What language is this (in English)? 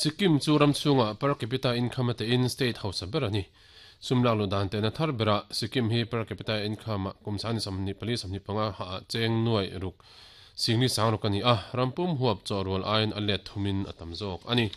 Mizo